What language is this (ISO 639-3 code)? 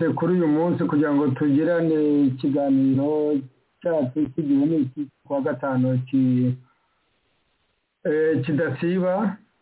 kin